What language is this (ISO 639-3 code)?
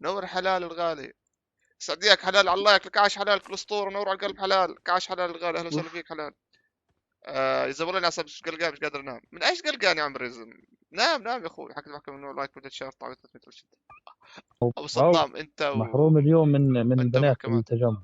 apc